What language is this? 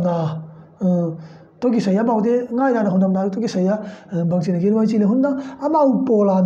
Tedim Chin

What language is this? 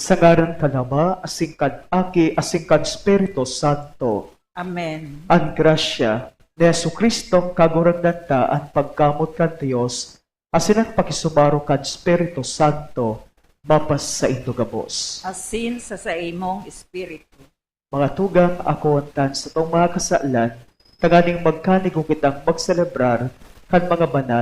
Bikol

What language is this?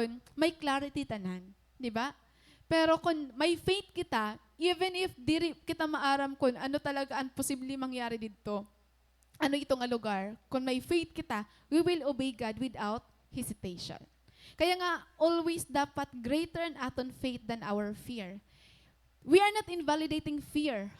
Waray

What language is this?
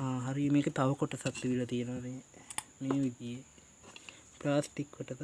Sinhala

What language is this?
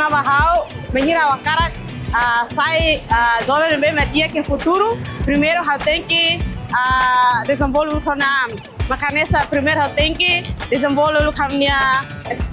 Tetum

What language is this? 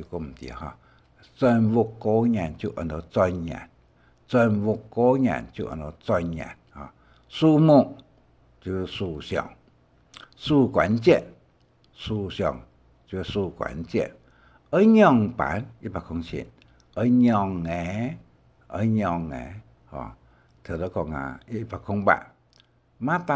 Hakka Chinese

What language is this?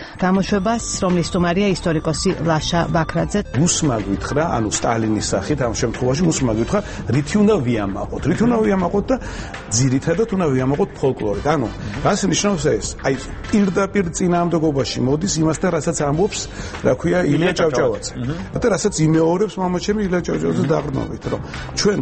Georgian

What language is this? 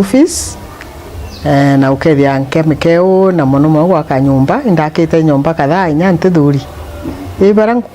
Meru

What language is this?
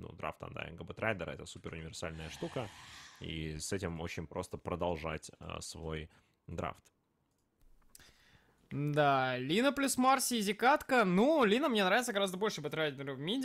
Russian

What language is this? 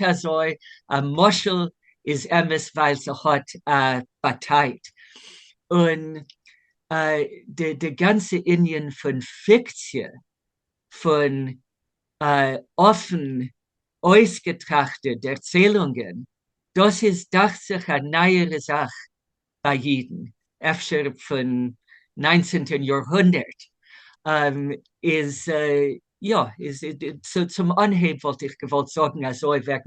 Yiddish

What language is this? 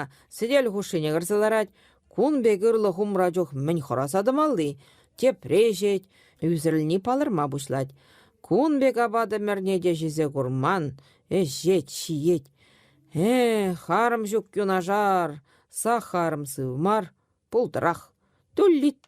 Chuvash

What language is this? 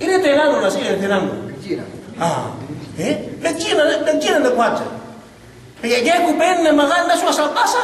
Yakan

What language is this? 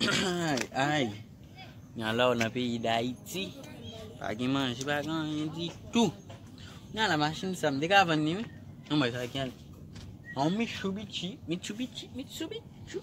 Haitian Creole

